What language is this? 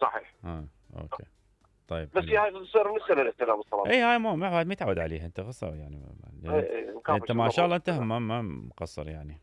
Mesopotamian Arabic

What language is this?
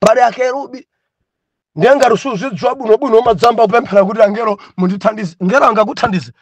Nyanja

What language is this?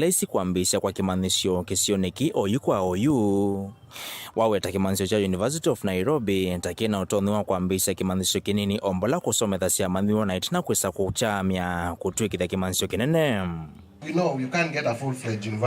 Kamba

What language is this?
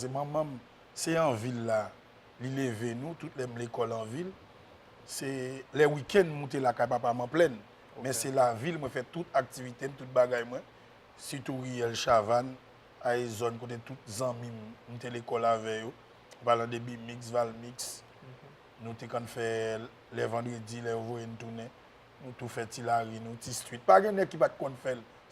Haitian Creole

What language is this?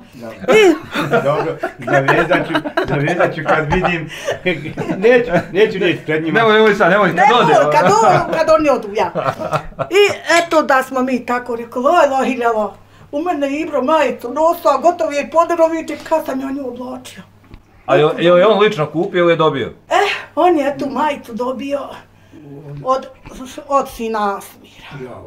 Bosnian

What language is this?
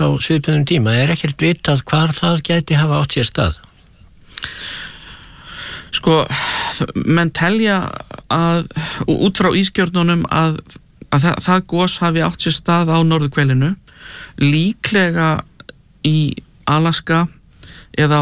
Icelandic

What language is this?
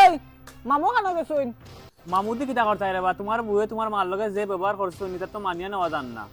Sylheti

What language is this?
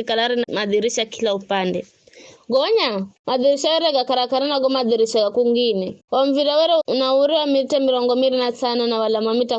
Giryama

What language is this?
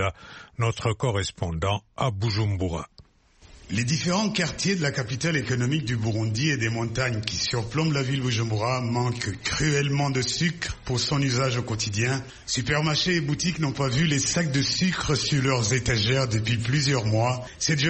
French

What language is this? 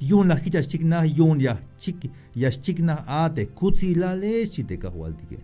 Tzeltal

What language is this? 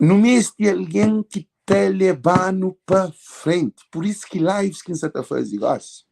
Kabuverdianu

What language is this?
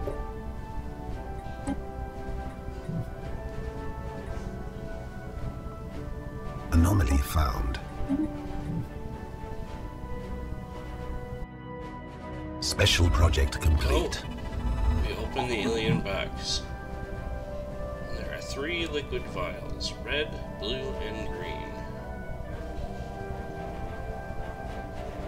English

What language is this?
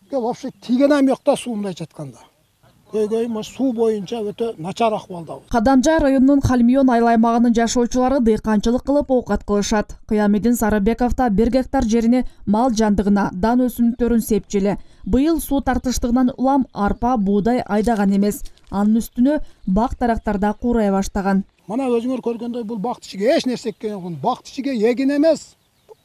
Kyrgyz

